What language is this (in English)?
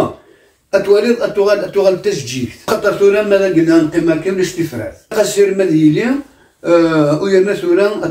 Kabyle